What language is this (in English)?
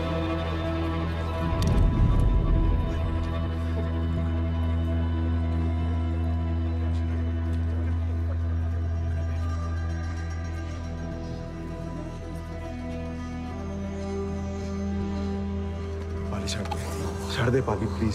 Hindi